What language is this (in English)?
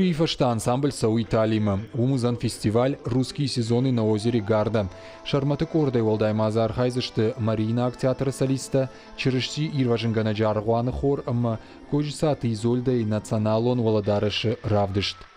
Ossetic